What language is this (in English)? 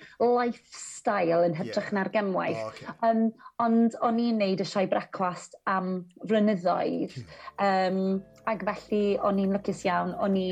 Welsh